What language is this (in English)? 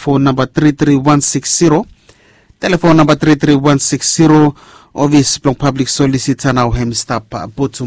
Bislama